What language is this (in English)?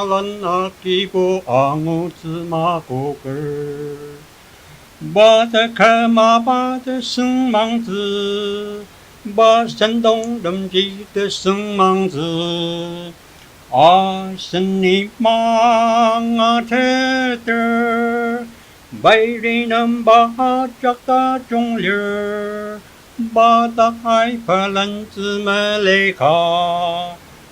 Ao Naga